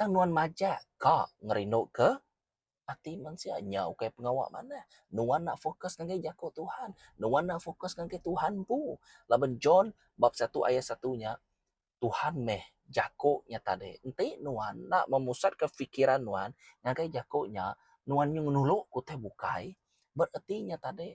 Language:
Iban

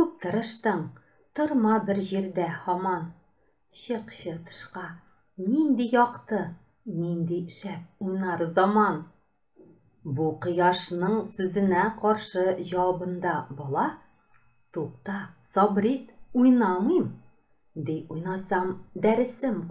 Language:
Tatar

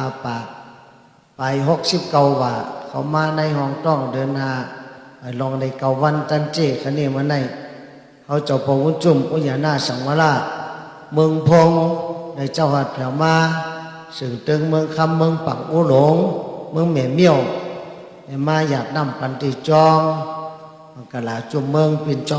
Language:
Shan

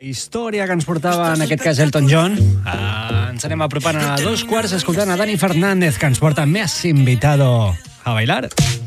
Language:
Catalan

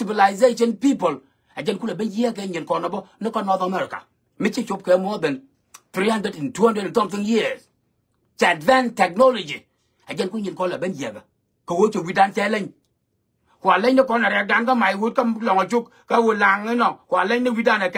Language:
Nuer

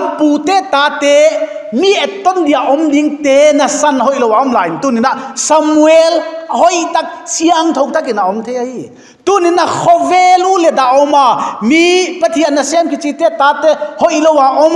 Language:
Paite Chin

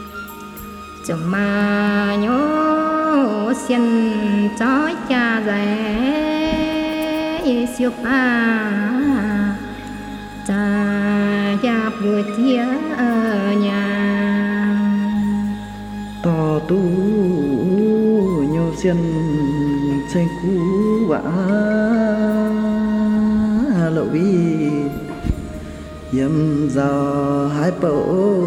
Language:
Vietnamese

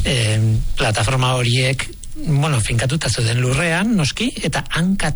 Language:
Basque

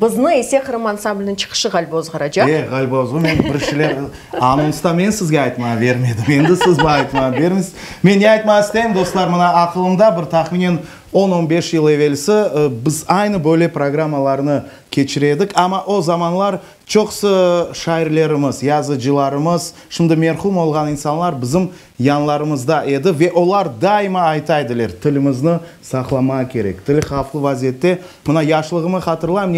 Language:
Crimean Tatar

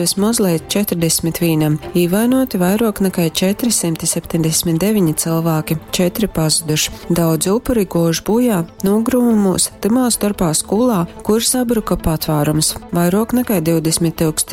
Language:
Latgalian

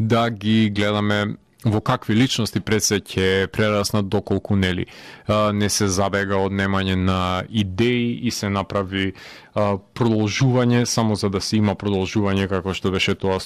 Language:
Macedonian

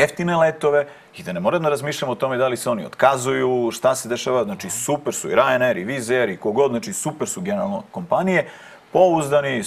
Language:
Serbian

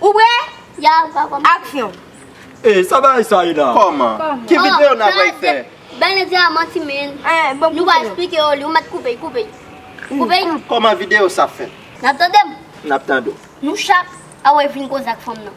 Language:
Haitian Creole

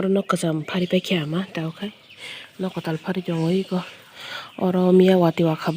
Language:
Kok Borok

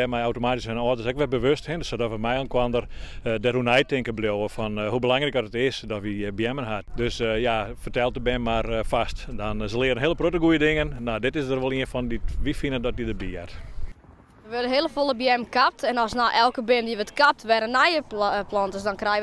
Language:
Western Frisian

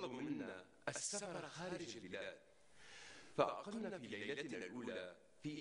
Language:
North Levantine Arabic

